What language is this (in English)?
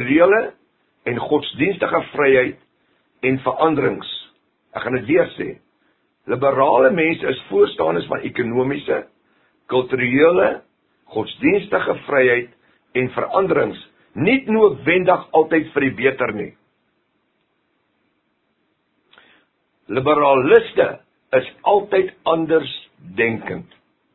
Afrikaans